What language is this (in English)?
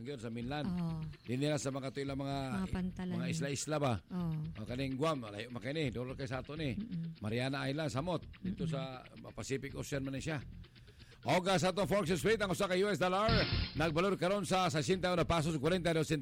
Cebuano